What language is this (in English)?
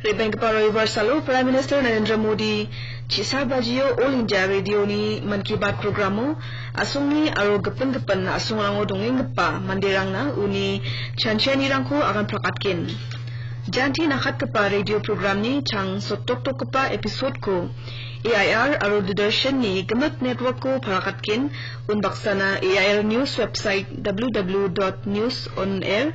Garo